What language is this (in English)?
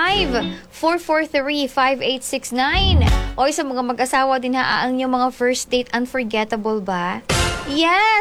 Cebuano